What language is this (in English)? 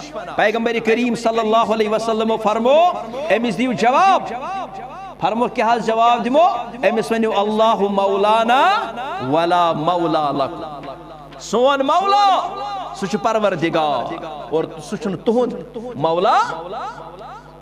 Kashmiri